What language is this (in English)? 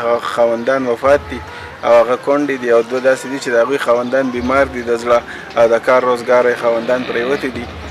Pashto